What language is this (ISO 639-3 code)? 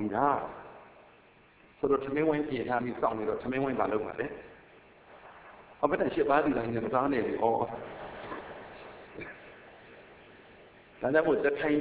mya